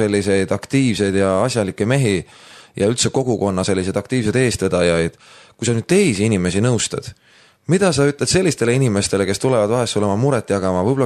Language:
Estonian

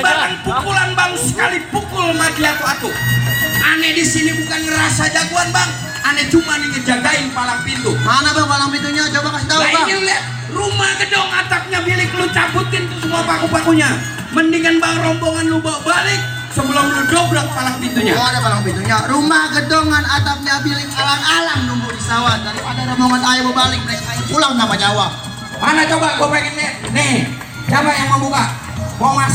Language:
Betawi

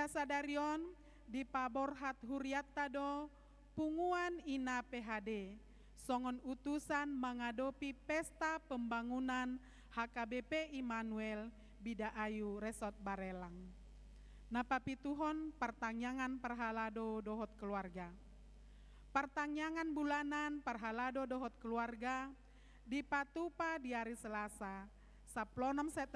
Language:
Batak Toba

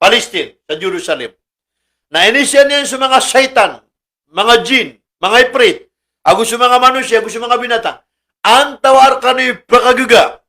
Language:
Maranao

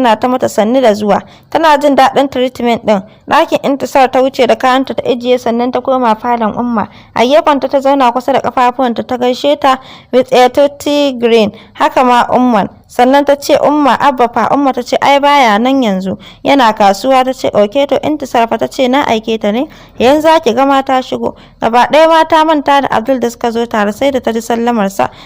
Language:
Hausa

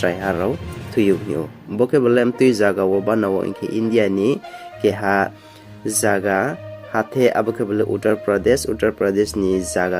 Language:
Riang (India)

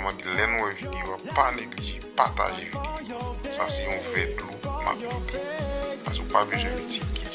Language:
Haitian Creole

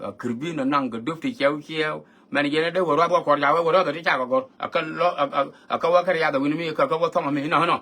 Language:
Nuer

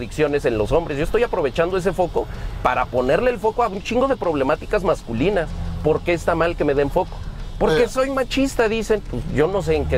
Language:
Spanish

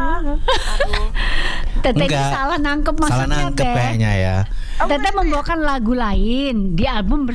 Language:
Indonesian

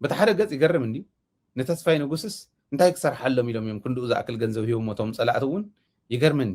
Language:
Tigrinya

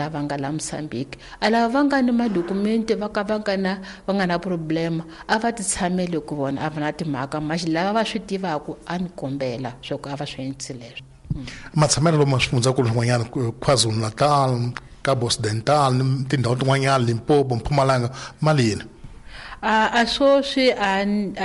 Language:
Tsonga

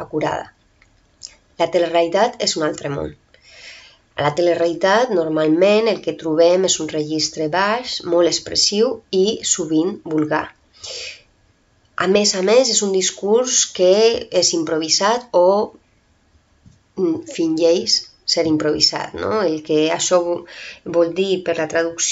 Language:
Catalan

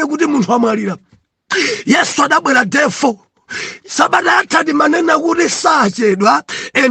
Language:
Nyanja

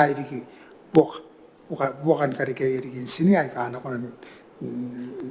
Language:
Gilbertese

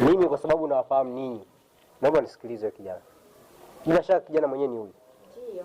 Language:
Swahili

